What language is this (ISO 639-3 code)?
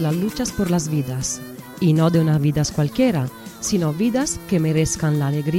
spa